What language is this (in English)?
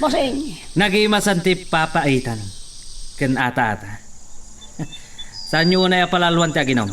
Iloko